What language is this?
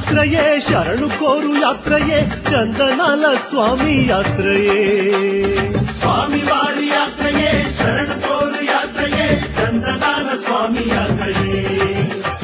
Telugu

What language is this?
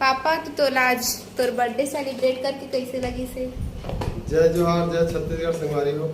Chhattisgarhi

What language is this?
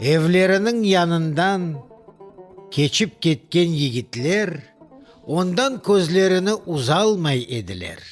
Crimean Tatar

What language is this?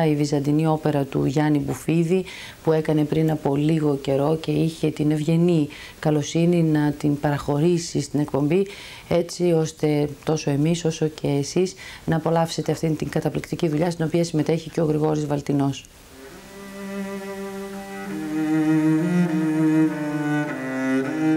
Greek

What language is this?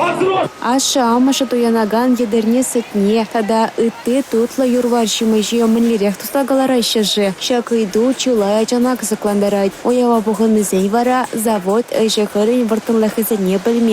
Chuvash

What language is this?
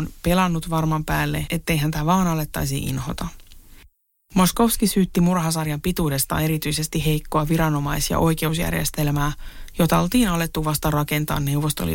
Finnish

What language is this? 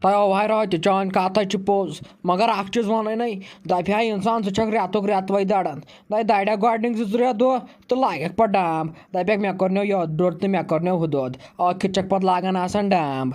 Kashmiri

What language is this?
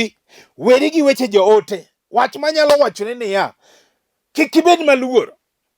Luo (Kenya and Tanzania)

